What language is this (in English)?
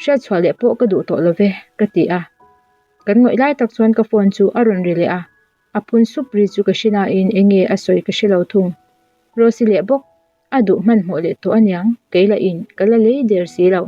Mizo